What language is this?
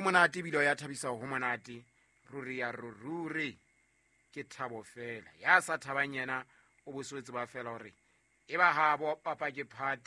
Southern Sotho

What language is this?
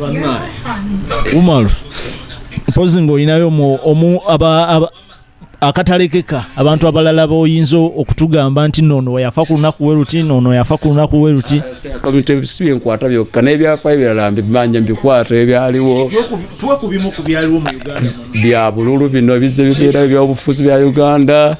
Ganda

